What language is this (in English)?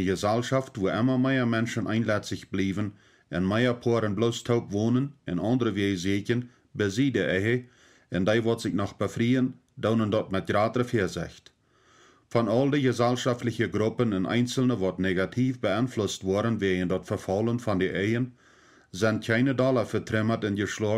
Plautdietsch